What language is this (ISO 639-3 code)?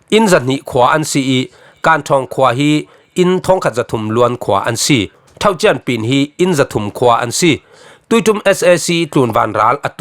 cfm